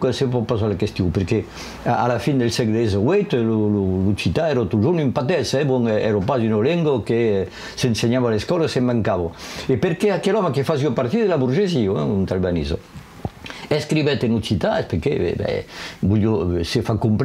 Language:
Occitan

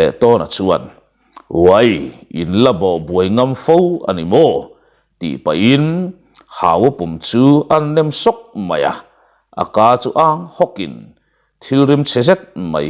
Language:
Mizo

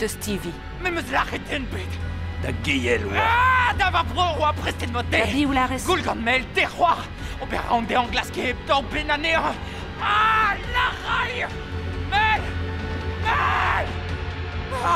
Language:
Breton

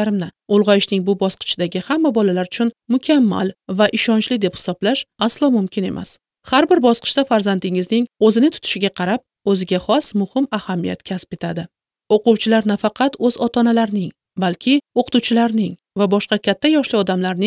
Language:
Uzbek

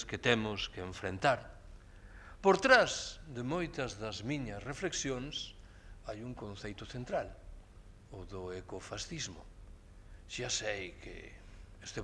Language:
Galician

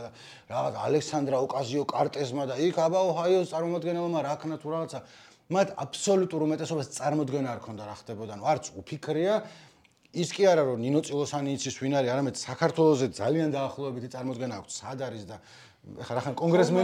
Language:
Georgian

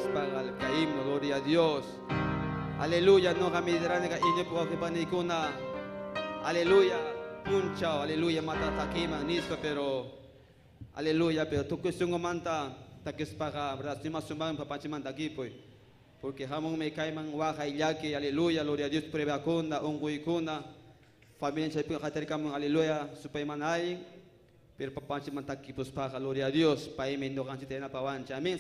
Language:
Ayacucho Quechua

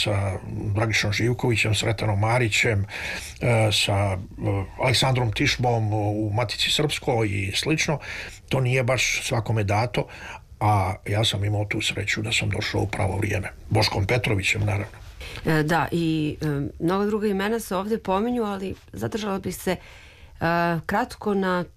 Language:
Serbian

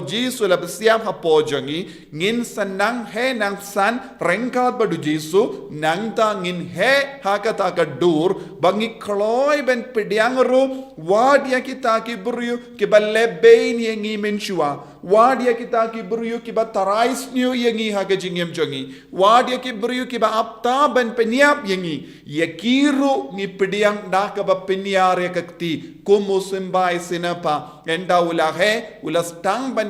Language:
Khasi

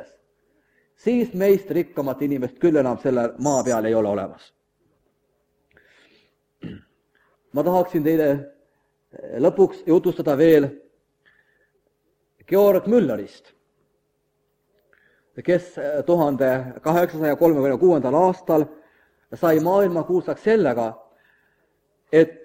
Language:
Estonian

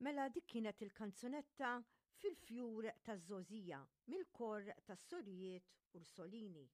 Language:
Maltese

